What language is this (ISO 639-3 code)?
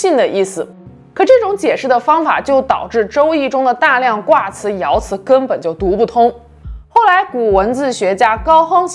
zho